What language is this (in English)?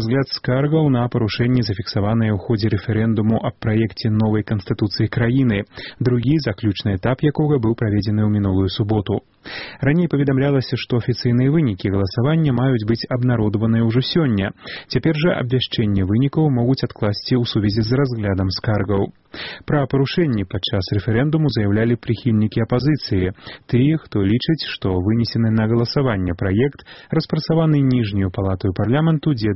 Belarusian